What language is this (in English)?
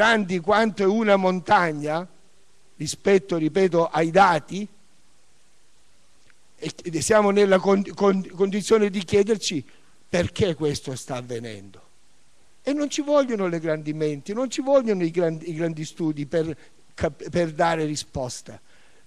Italian